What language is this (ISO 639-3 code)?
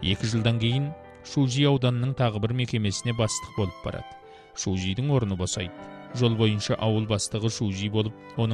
kaz